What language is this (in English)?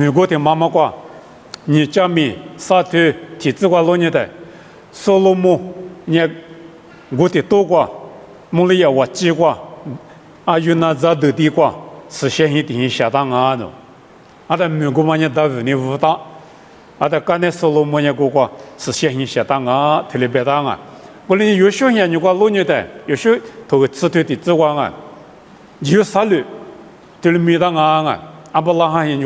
Lisu